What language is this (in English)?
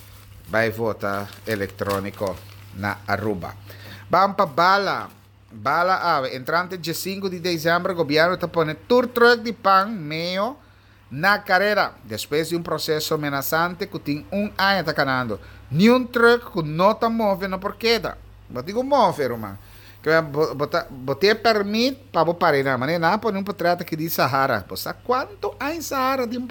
Papiamento